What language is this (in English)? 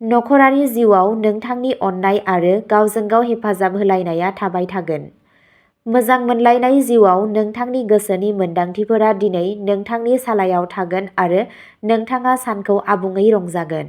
Bodo